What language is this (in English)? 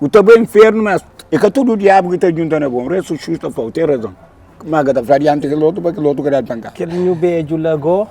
Kabuverdianu